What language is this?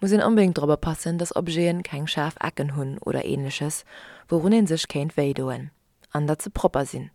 Luxembourgish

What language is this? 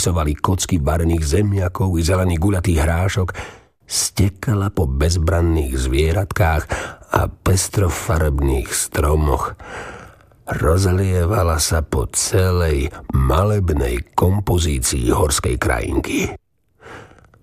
Slovak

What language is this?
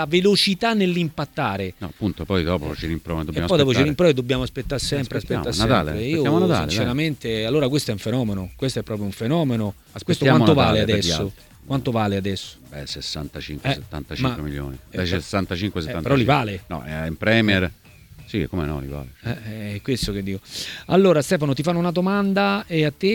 Italian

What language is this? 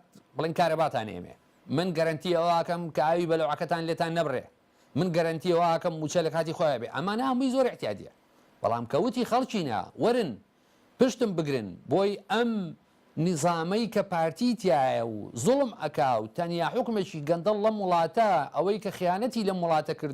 Central Kurdish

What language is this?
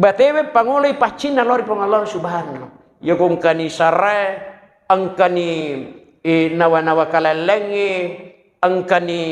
Buginese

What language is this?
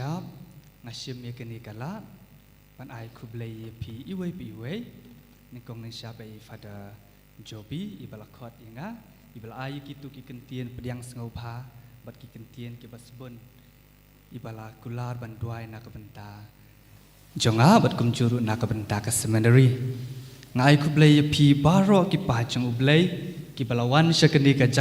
Khasi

